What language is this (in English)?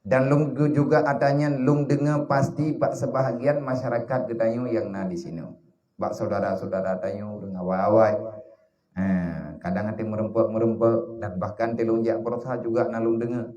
Achinese